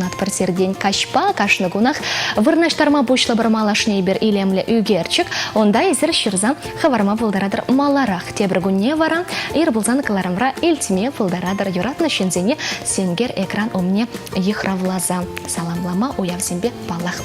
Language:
Chuvash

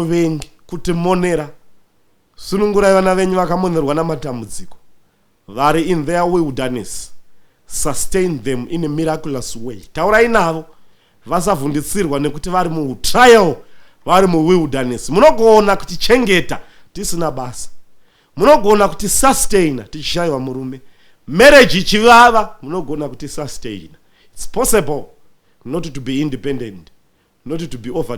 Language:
Shona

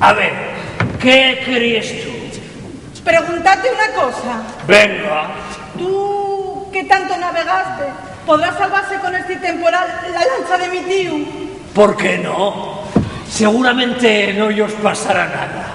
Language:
Asturian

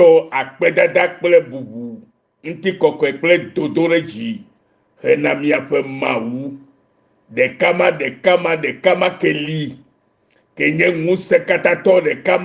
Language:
Ewe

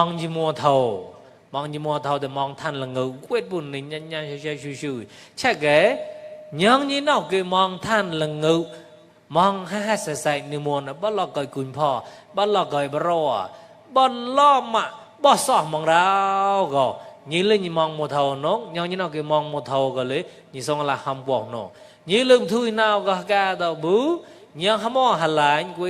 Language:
Mon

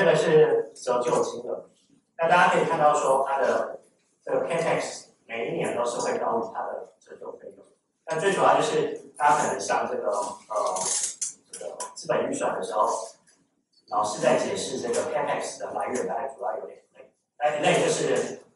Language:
Chinese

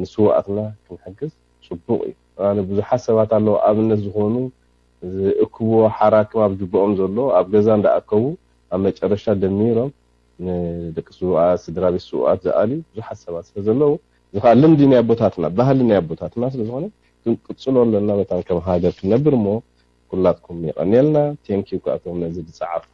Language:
Tigrinya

